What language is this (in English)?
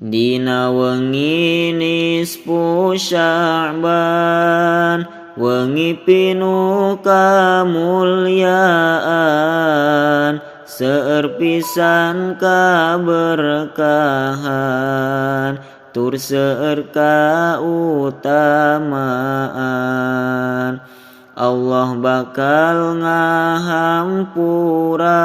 Sundanese